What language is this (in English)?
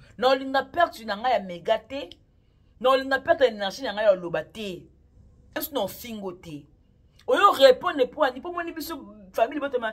Lingala